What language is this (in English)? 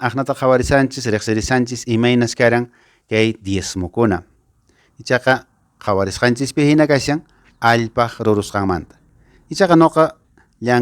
Quechua